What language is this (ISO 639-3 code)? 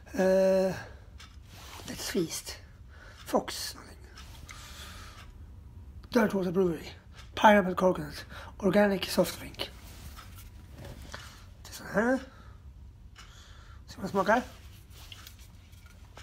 swe